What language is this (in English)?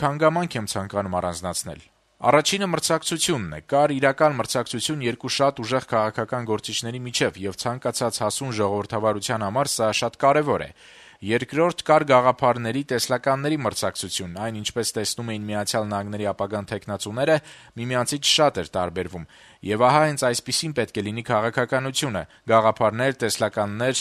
Armenian